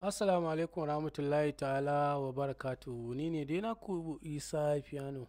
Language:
Hausa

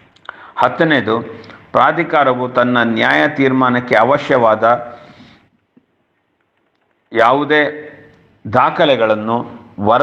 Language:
Kannada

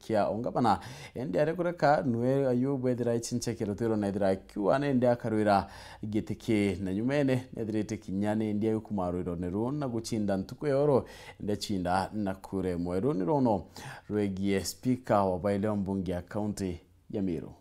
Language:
Meru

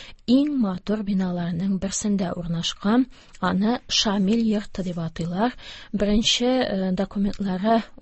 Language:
Tatar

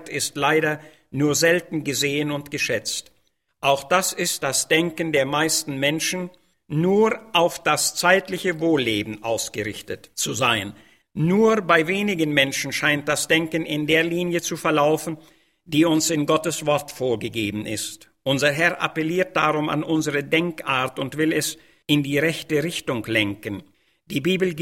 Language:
German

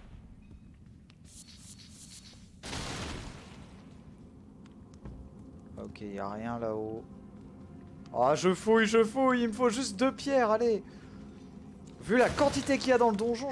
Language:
French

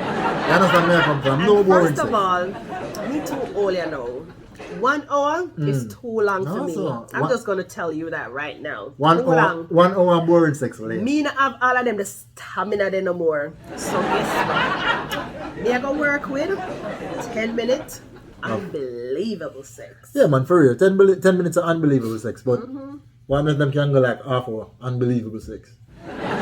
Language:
Jamaican Creole English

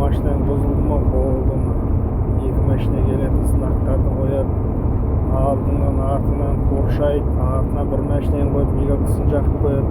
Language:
Kazakh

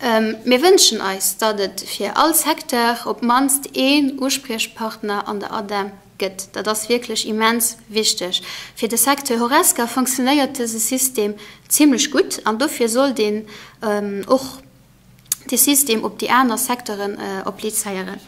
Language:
Luxembourgish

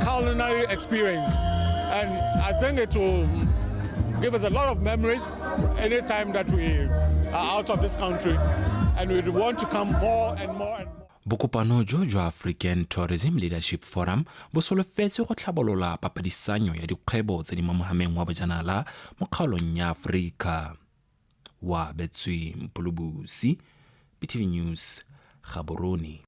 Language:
Tswana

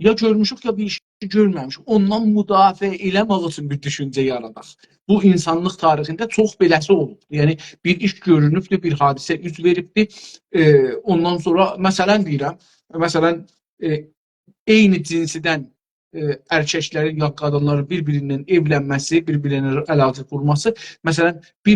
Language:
South Azerbaijani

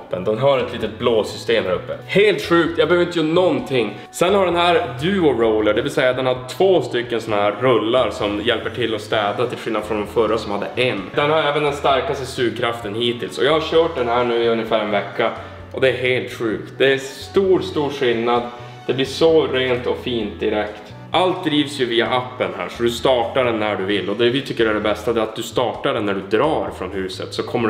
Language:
Swedish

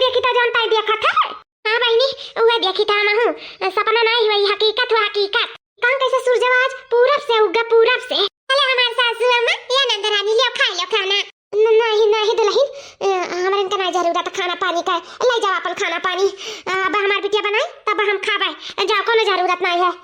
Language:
Awadhi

